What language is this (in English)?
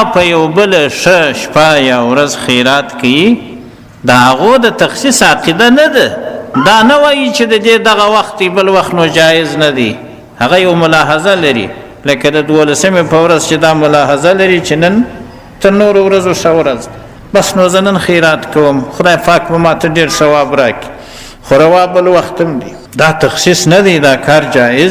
Pashto